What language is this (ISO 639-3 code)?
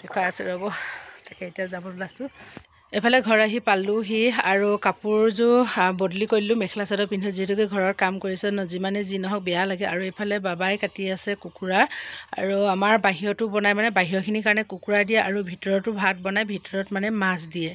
asm